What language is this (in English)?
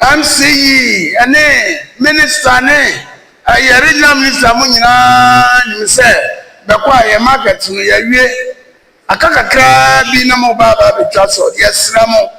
Akan